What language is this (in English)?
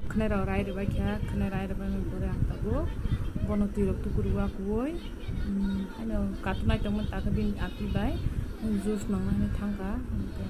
Kok Borok